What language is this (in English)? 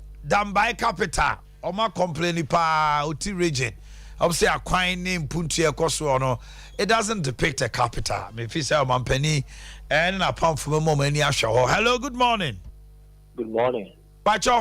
Akan